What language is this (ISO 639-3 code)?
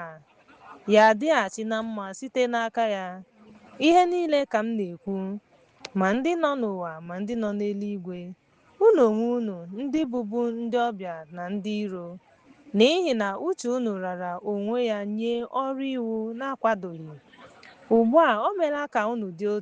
ibo